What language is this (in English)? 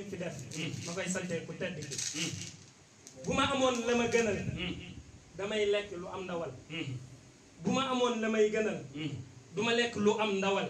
Wolof